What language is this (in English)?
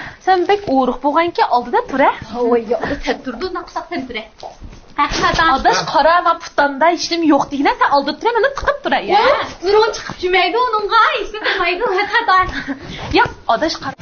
Uyghur